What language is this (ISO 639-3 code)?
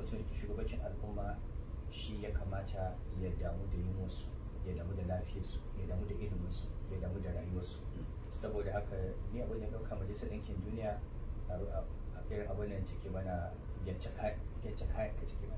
hau